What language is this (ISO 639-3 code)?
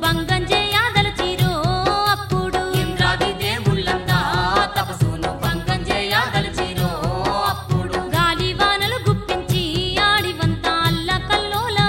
tel